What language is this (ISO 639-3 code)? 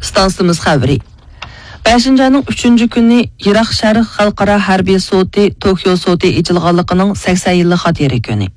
uig